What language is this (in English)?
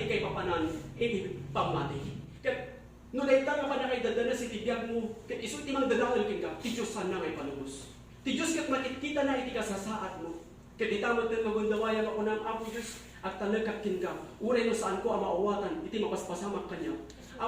Iloko